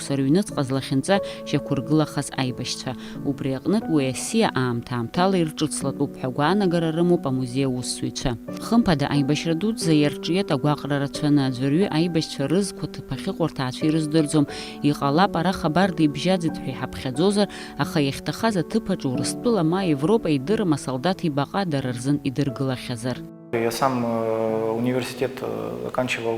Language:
Abkhazian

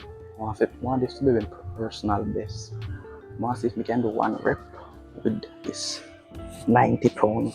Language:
Jamaican Creole English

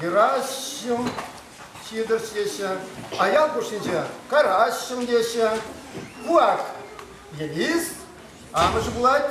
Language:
Chuvash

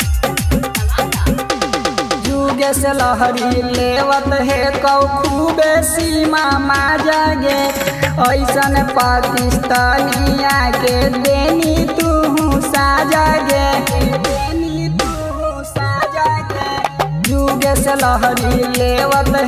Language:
Bhojpuri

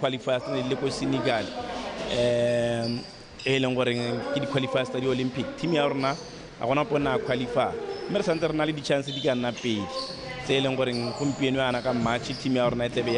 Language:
Tswana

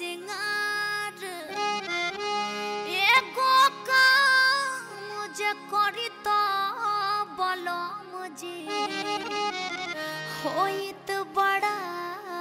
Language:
Bhojpuri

